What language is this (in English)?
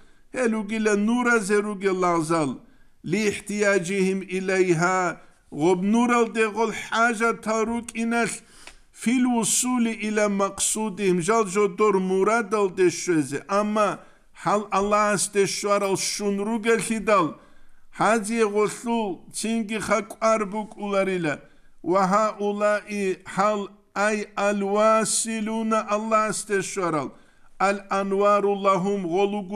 Avaric